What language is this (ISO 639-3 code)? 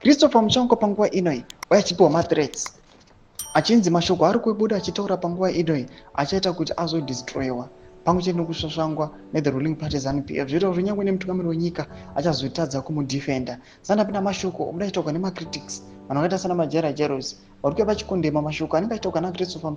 sna